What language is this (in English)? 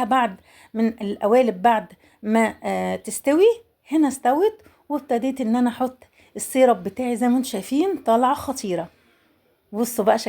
Egyptian Arabic